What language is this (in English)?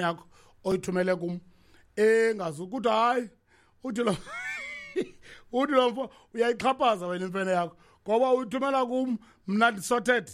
Xhosa